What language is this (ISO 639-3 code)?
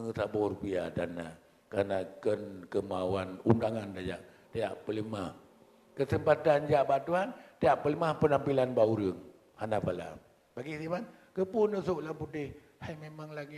ace